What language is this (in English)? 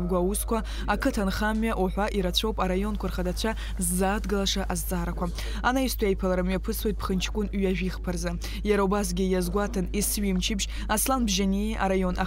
Abkhazian